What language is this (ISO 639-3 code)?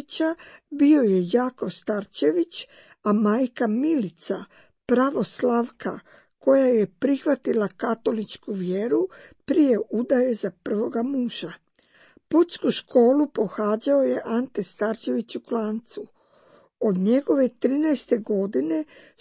hrv